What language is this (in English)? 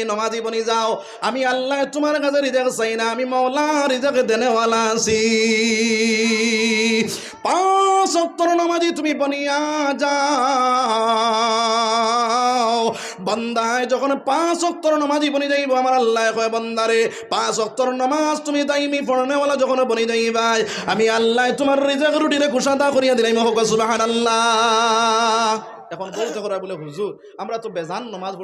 Sylheti